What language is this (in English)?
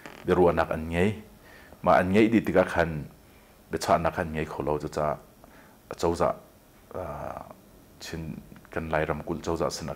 Hakha Chin